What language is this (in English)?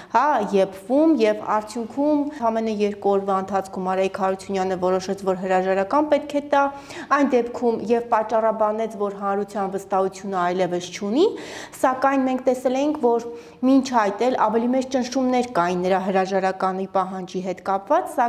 Armenian